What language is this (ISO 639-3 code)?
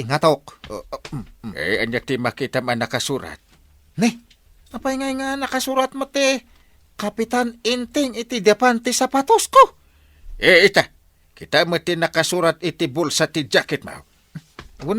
ilo